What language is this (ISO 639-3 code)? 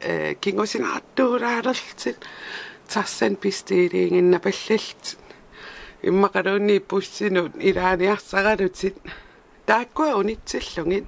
kal